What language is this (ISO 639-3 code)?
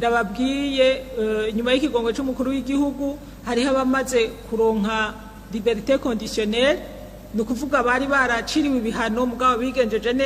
run